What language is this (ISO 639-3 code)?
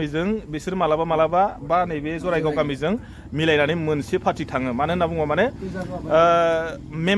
brx